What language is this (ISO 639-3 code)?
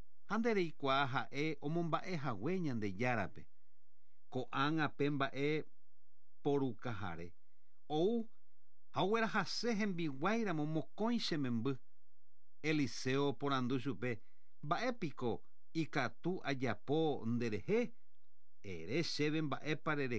grn